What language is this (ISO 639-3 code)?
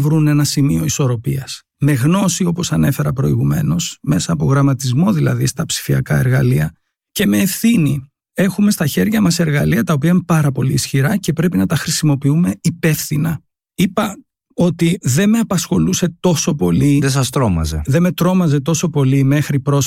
ell